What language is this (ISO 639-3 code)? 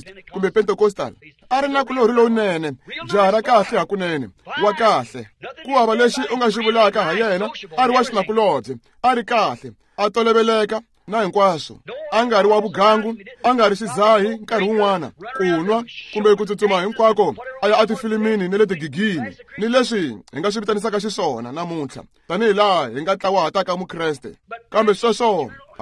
tso